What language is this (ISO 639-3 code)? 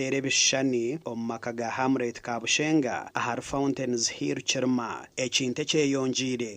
nyn